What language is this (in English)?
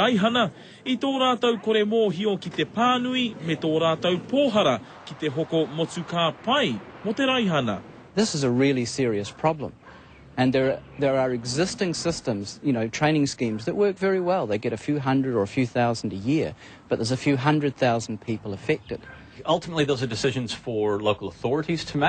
Māori